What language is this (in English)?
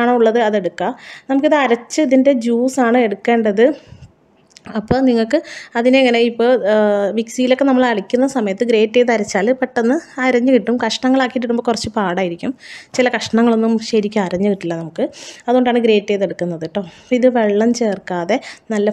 Malayalam